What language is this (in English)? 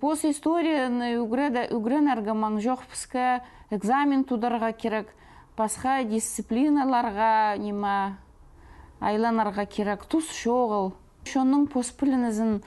Khakas